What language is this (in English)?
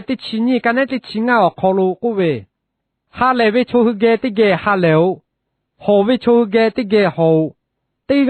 Lahu